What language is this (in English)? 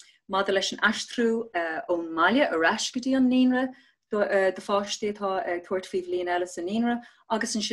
Irish